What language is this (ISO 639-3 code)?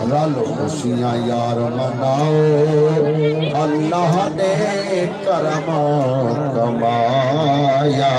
skr